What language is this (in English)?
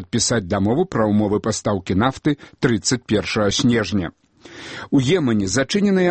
Belarusian